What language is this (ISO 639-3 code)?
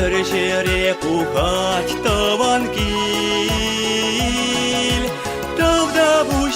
chv